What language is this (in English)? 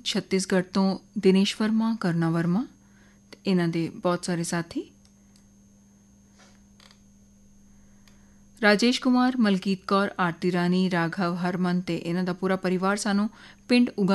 Punjabi